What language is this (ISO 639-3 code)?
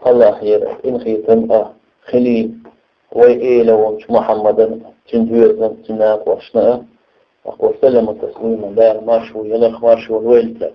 che